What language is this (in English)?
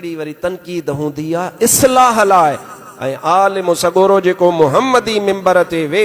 Sindhi